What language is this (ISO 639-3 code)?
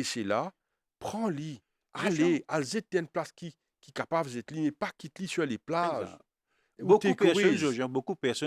mfe